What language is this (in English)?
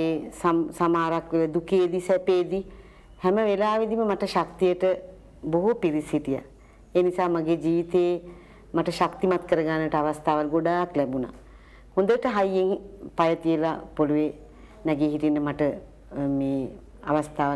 Sinhala